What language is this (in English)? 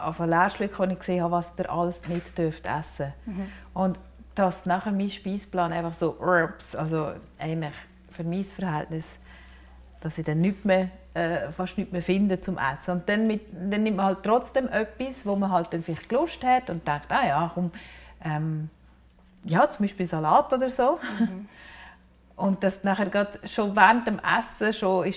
German